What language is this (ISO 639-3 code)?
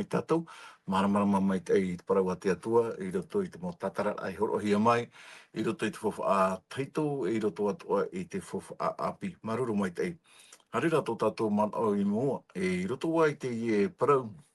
tah